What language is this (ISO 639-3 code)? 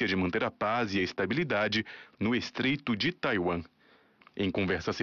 por